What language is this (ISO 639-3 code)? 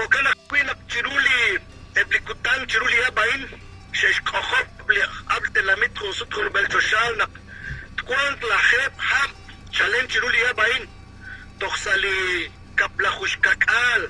kek